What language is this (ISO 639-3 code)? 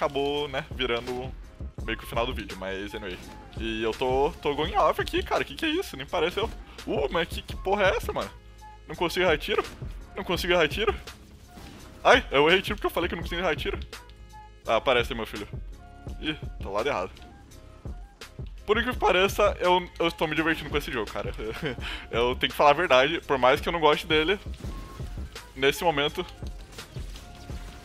por